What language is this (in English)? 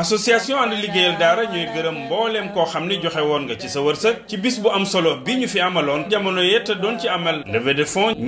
Wolof